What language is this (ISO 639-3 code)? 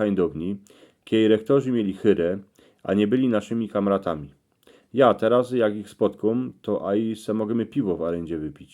szl